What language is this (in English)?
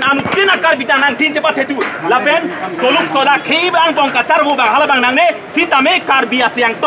Karbi